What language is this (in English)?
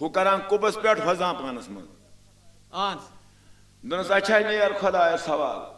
Kashmiri